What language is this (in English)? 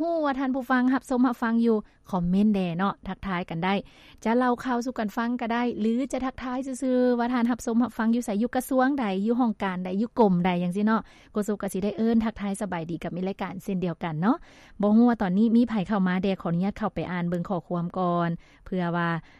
Lao